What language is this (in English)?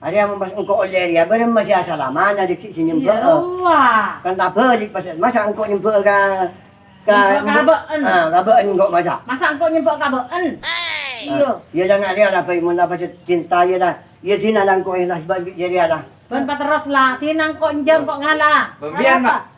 Madurese